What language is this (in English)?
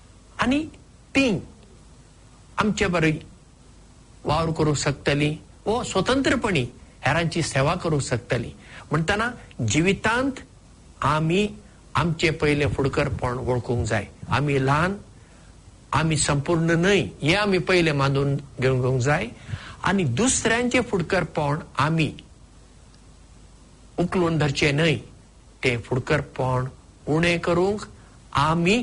Konkani